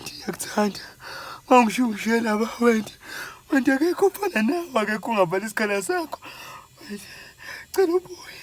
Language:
Zulu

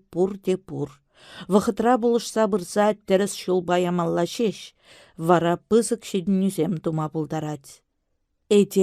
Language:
Chuvash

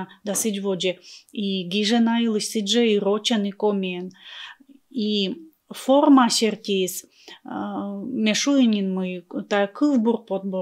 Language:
Komi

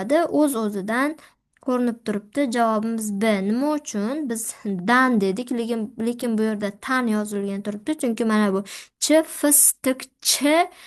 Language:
Uzbek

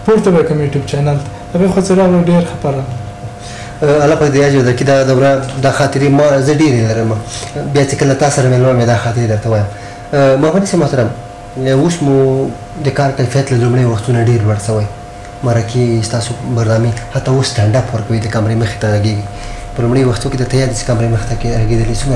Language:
Pashto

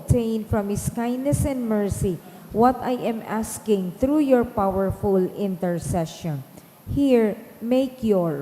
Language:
Bikol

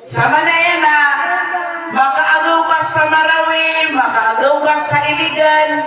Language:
Maranao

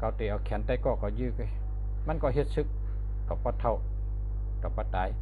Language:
Shan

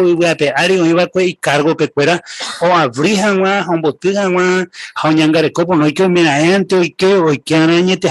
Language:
Guarani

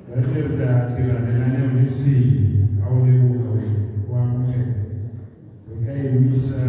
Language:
Tswana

